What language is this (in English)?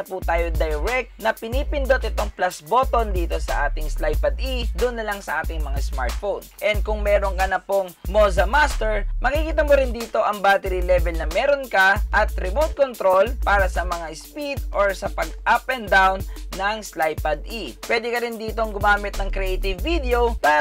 Filipino